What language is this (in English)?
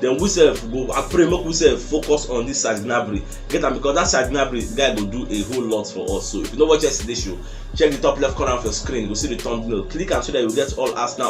Nigerian Pidgin